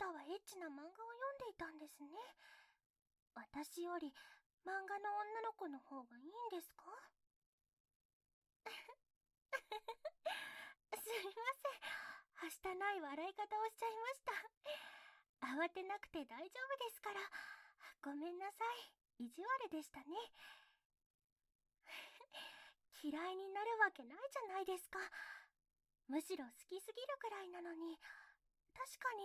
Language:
Japanese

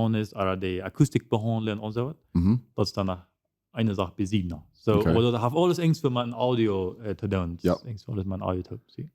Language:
Plautdietsch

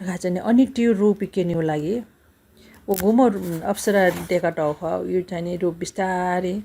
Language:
Newari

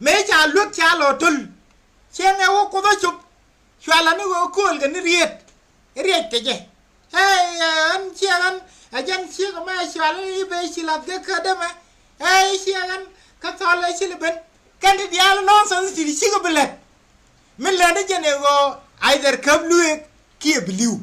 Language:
Nuer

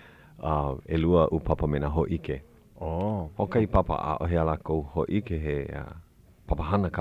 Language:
Hawaiian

